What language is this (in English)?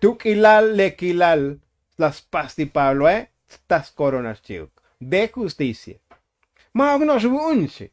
Tzotzil